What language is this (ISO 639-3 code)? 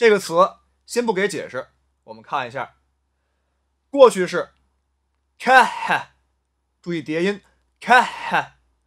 zho